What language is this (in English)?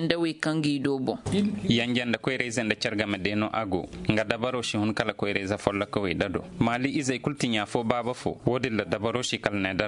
Zarma